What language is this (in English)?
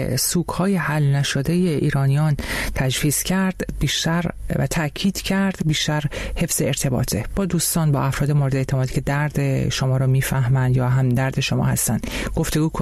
Persian